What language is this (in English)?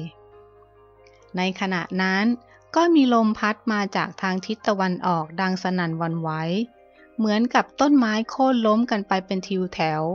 Thai